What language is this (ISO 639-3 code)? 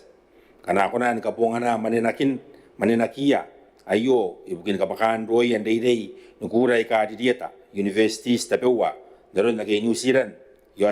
gil